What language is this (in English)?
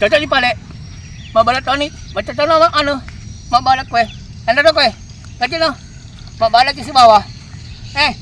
Buginese